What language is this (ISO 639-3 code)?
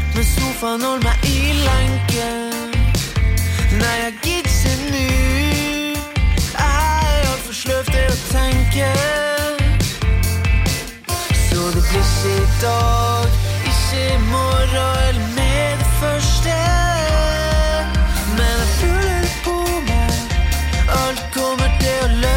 nor